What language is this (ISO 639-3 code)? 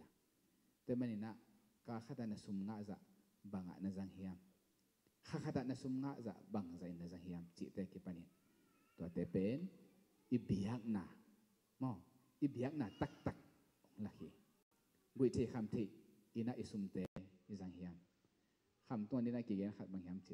ctd